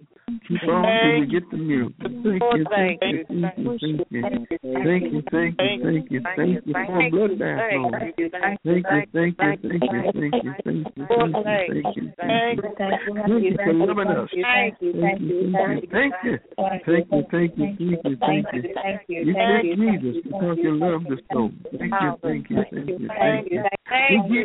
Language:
English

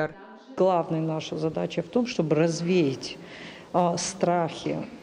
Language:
Ossetic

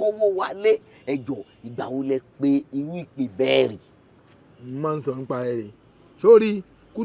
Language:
Yoruba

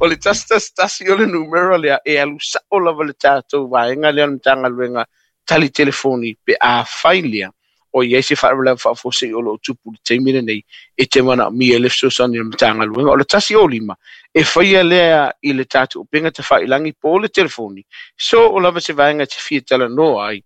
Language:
Samoan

